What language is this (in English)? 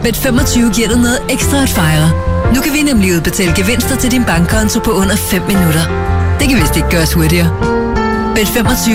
Danish